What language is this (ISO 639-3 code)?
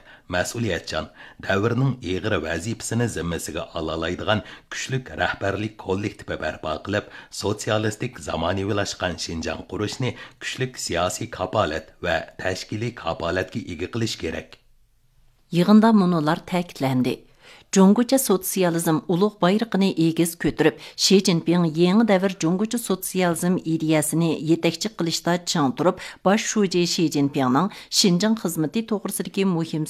uig